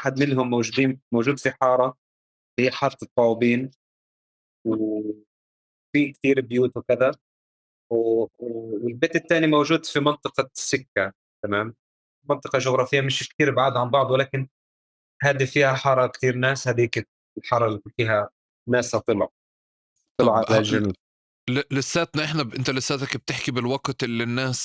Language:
North Levantine Arabic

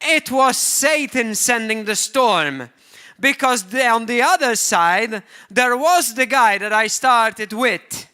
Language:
English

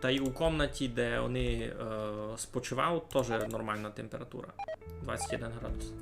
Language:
Rusyn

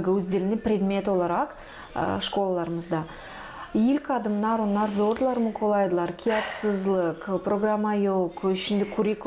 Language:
Gagauz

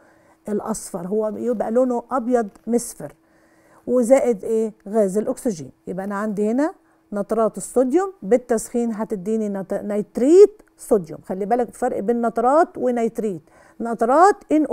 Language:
Egyptian Arabic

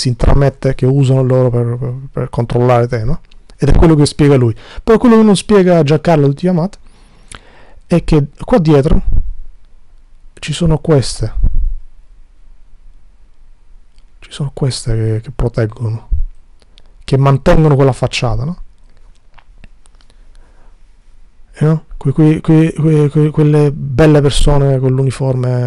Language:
Italian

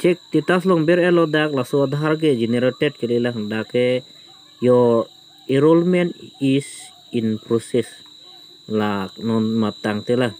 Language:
Karbi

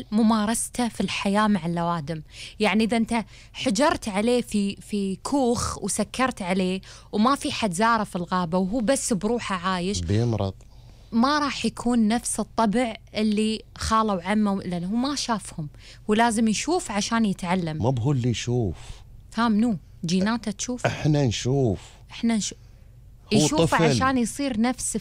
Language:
Gulf Arabic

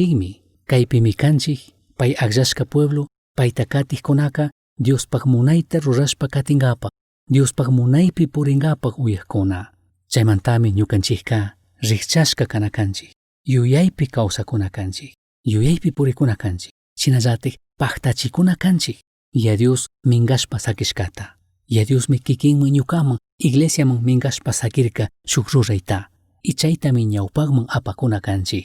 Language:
Chimborazo Highland Quichua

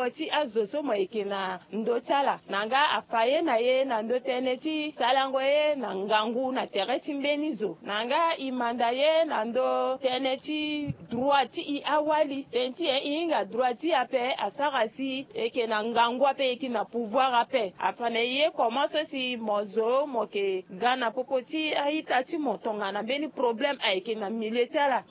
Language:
Sango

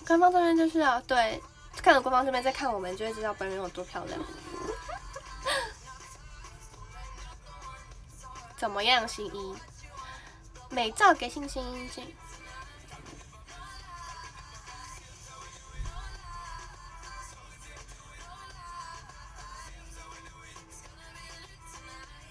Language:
Chinese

